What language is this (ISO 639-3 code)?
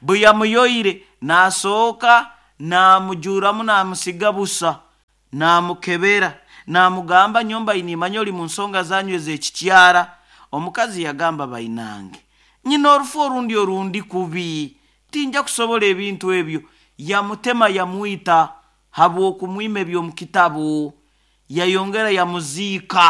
nyo